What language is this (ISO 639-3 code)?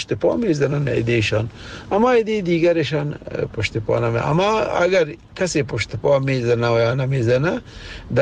fas